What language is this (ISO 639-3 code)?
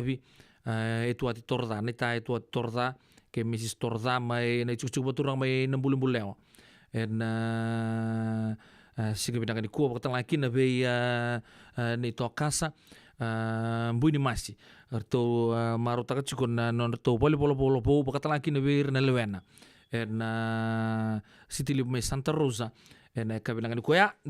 fij